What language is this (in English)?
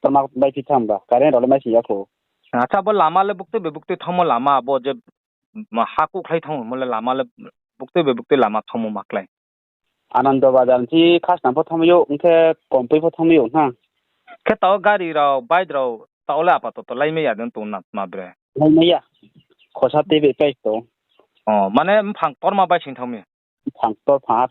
Riang (India)